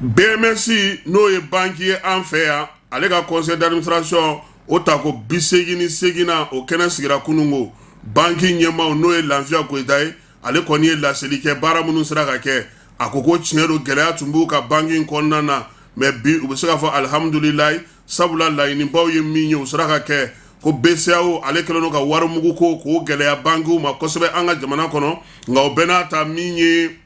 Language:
Bambara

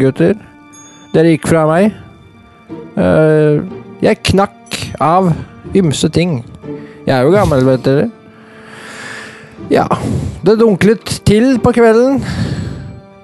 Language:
Norwegian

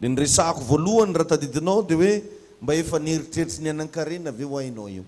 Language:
Malagasy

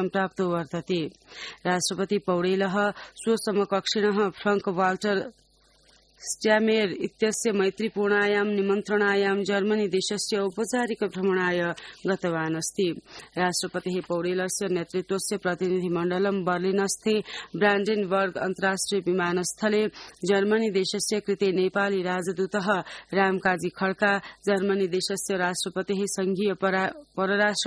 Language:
Sanskrit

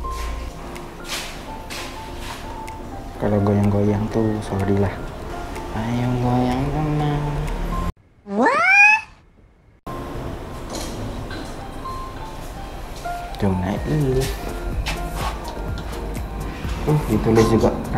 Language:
Malay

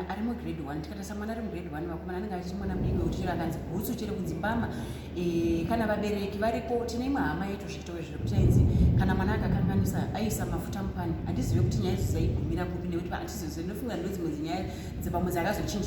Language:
Shona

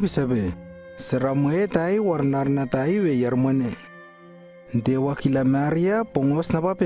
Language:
Lewo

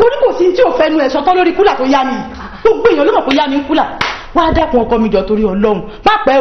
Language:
Yoruba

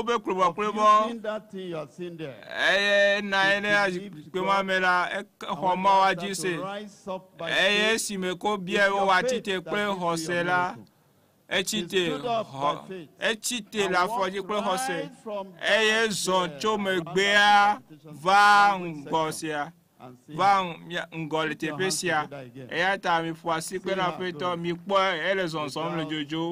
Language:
Ewe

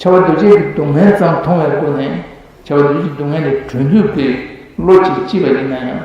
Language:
Tibetan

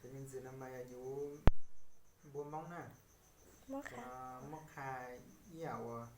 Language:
Hmong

